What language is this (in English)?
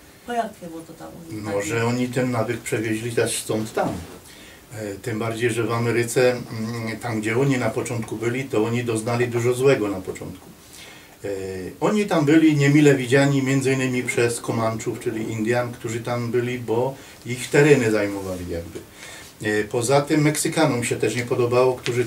Silesian